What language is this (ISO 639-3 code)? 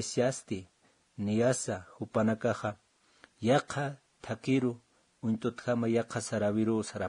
aym